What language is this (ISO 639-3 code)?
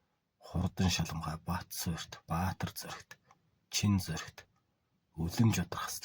mon